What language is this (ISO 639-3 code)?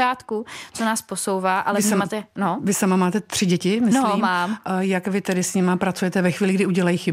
ces